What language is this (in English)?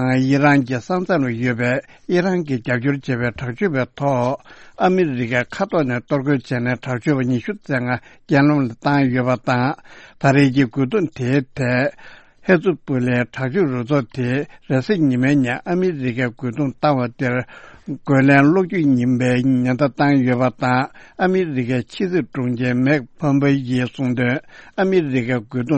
Tibetan